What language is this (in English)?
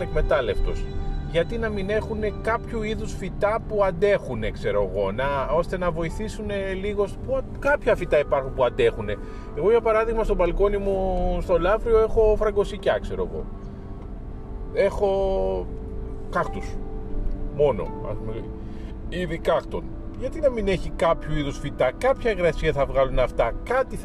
Greek